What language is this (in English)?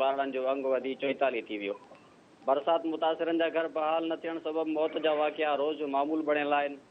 Sindhi